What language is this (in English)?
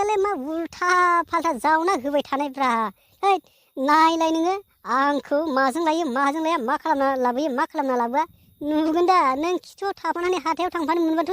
Bodo